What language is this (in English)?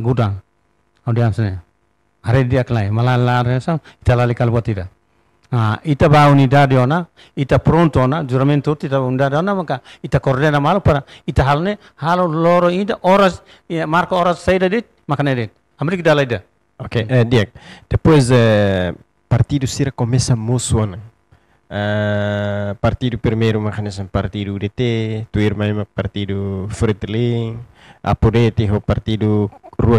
Tetum